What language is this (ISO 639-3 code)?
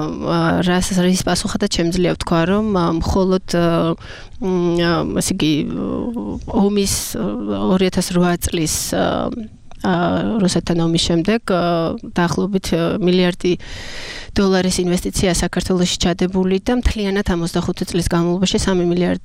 kat